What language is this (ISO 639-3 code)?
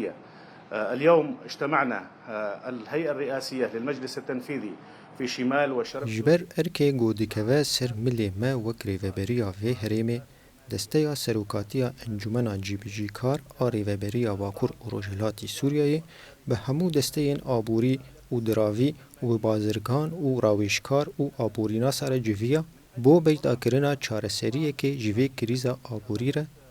kur